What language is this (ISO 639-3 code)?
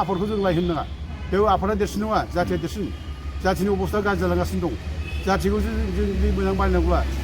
brx